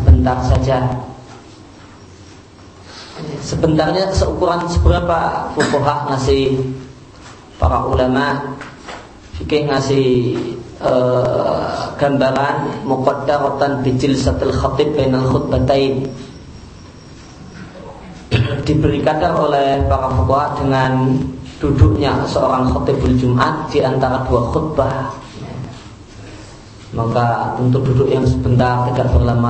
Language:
Indonesian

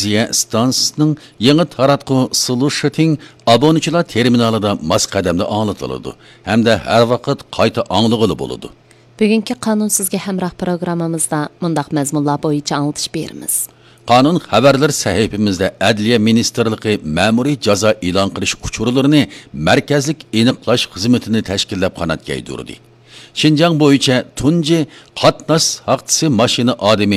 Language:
Uyghur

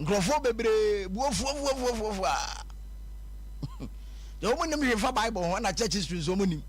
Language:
Akan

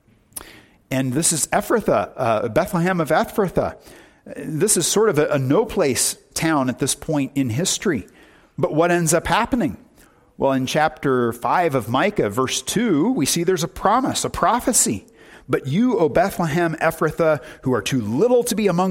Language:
English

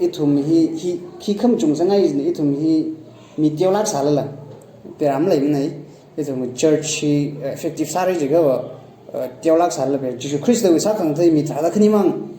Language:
Tangkhul Naga (India)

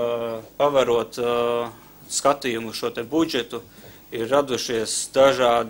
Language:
Latvian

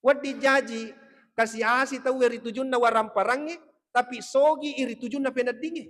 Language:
Buginese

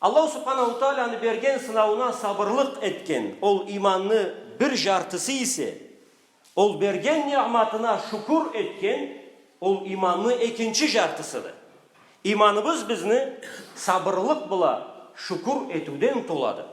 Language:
Karachay-Balkar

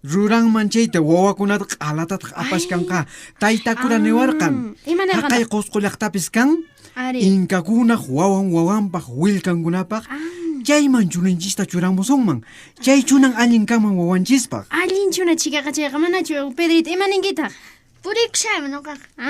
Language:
Quechua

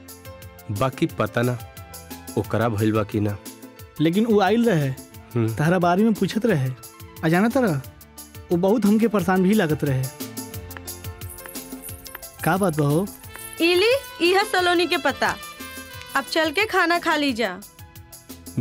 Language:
Bhojpuri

